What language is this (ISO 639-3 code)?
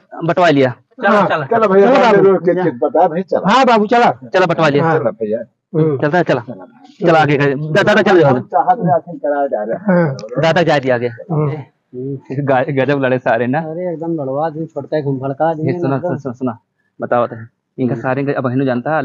awa